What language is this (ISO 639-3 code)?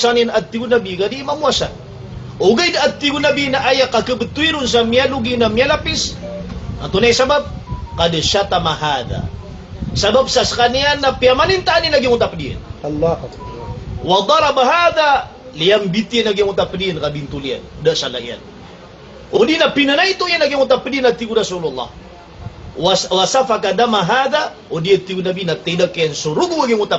mrw